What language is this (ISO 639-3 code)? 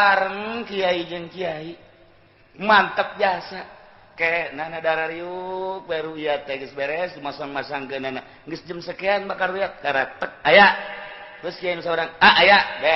sun